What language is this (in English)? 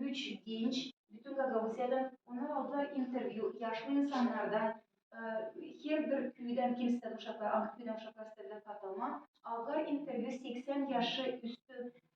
Gagauz